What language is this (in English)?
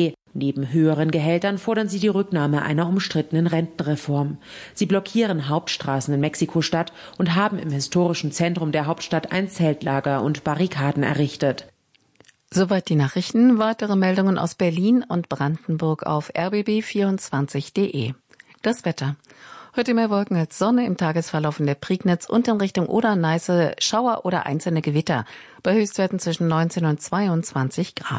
German